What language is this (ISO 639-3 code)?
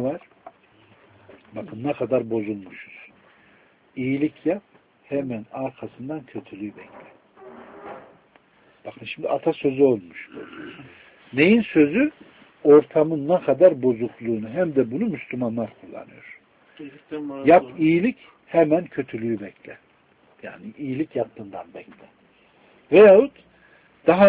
tur